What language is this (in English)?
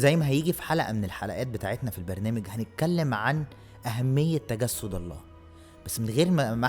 Egyptian Arabic